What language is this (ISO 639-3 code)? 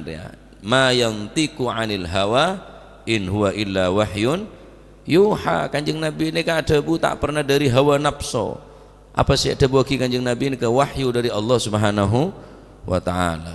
mad